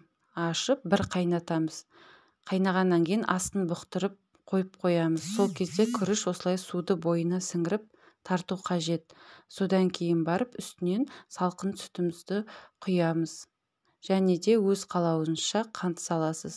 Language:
Kazakh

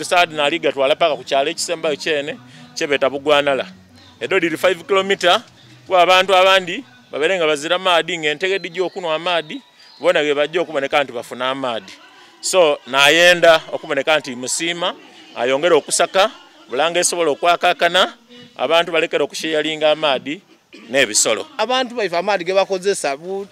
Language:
Soga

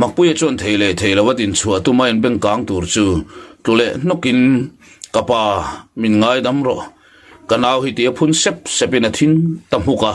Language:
Mizo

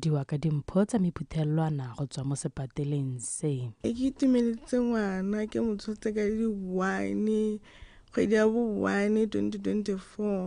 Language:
Tswana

